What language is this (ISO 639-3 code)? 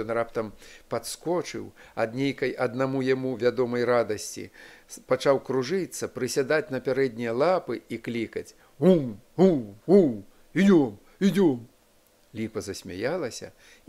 bel